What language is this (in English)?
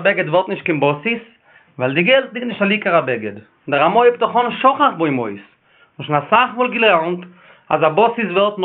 Yiddish